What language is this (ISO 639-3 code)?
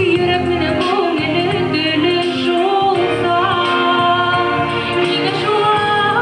bak